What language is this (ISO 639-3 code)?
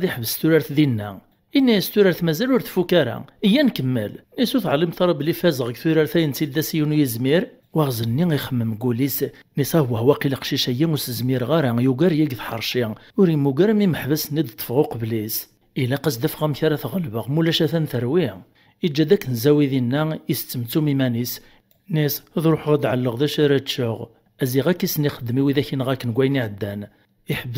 kab